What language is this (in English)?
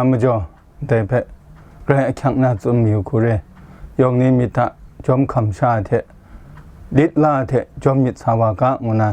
Kachin